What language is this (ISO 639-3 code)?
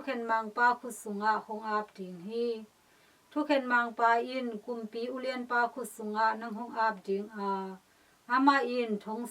ctd